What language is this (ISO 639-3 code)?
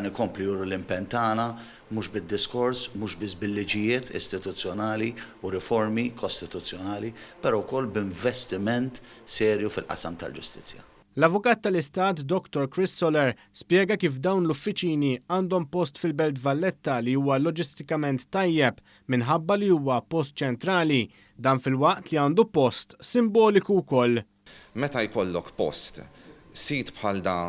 mlt